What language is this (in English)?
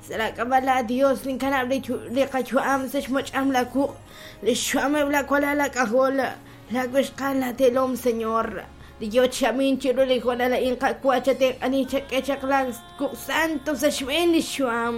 Kekchí